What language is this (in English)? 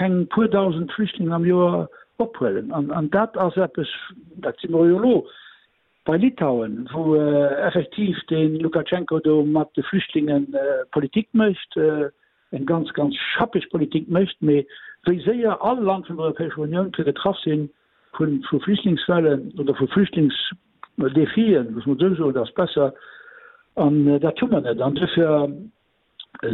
Luxembourgish